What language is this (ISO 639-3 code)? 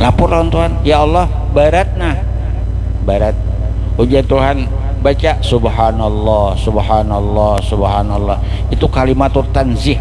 bjn